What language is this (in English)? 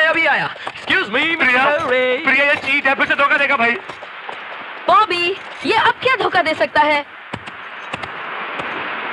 Hindi